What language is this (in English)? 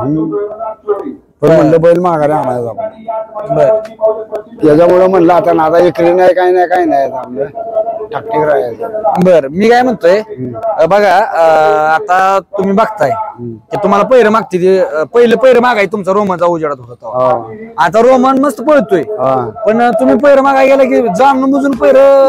Marathi